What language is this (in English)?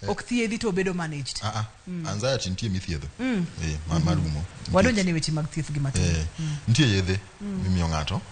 Luo (Kenya and Tanzania)